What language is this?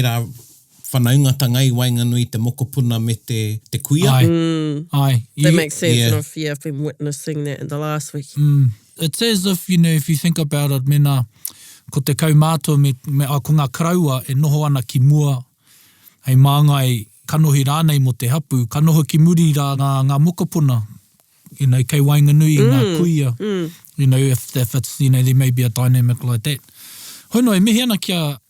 Māori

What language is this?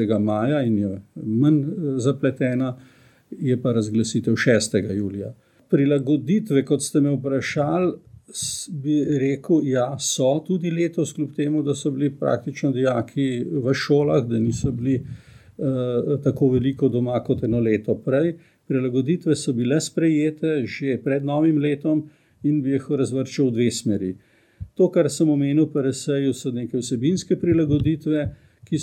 Slovenian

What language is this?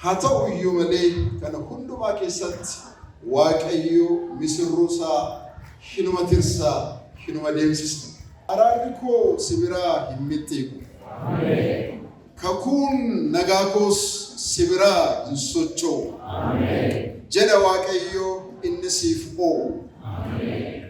Oromo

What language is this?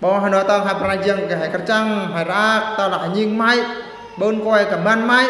Eastern Bru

